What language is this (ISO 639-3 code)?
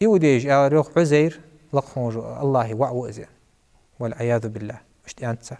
inh